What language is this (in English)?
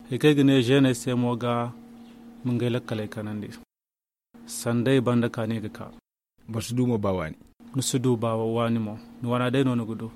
Zarma